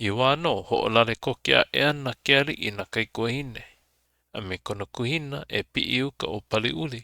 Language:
Hawaiian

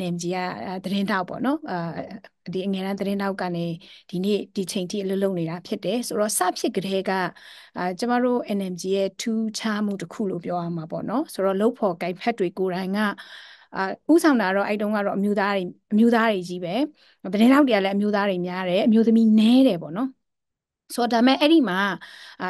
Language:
Burmese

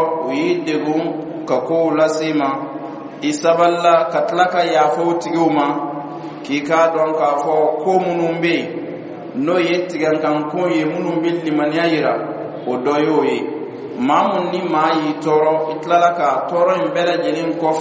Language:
Dyula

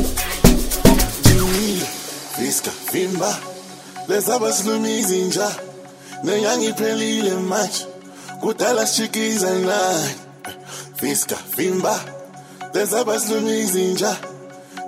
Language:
Swahili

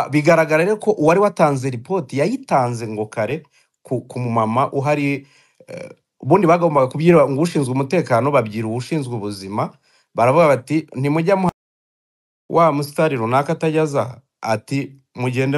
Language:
Kinyarwanda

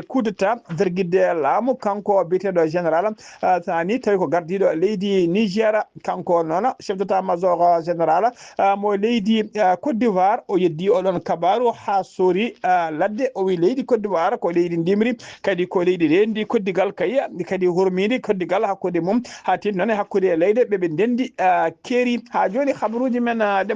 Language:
Fula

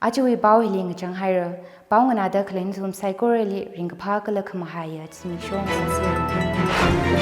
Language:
Tangkhul Naga (India)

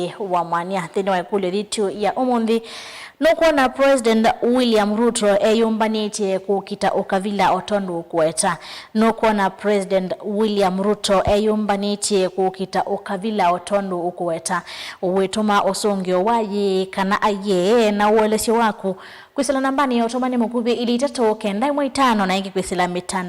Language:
Kamba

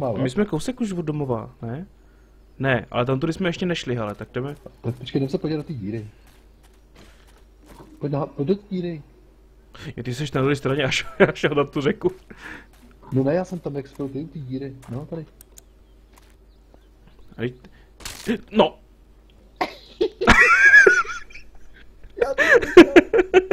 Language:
Czech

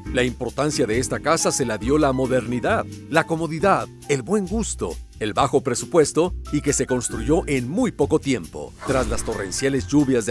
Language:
Spanish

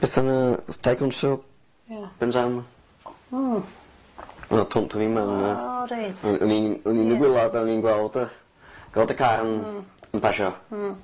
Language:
Welsh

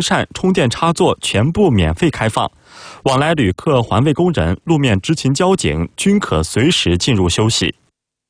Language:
Chinese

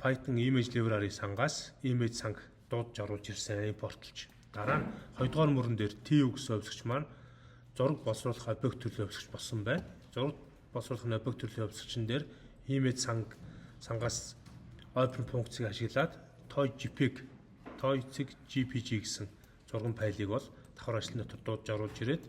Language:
Mongolian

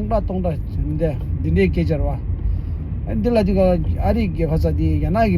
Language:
Tibetan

